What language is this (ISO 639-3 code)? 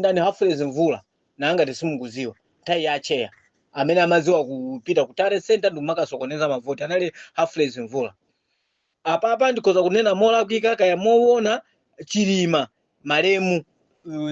nya